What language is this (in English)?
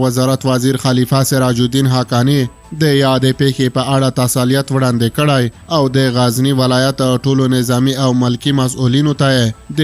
Pashto